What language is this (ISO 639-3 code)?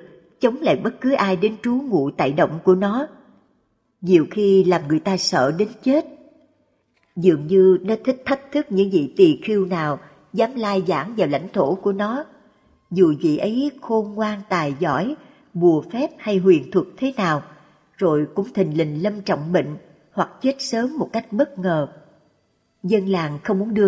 vie